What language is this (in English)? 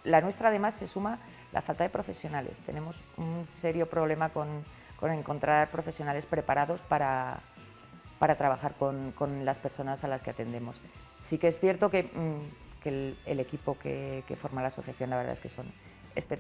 Spanish